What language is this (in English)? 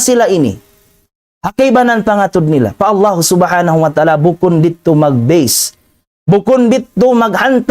Tausug